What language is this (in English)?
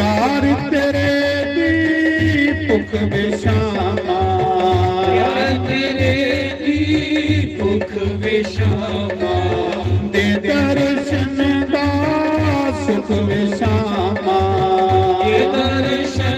Dogri